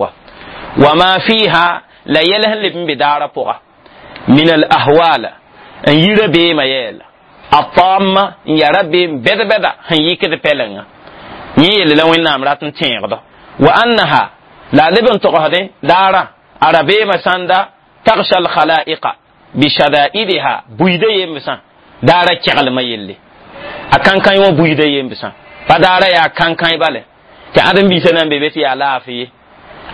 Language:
Mossi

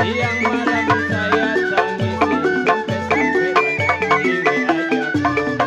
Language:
Betawi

